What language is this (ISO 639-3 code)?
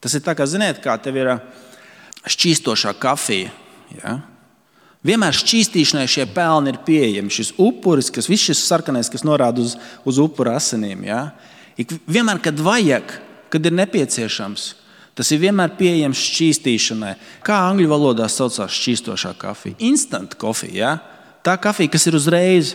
lav